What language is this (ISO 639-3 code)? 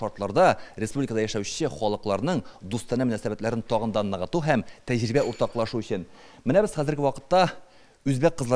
tat